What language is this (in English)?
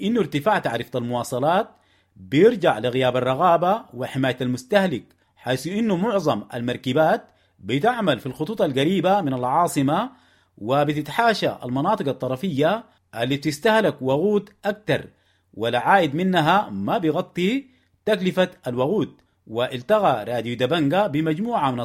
Sudanese Arabic